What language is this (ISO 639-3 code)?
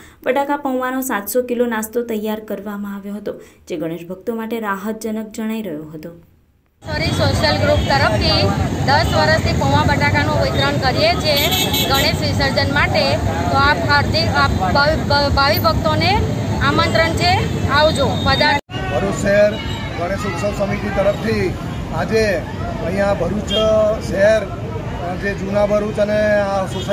guj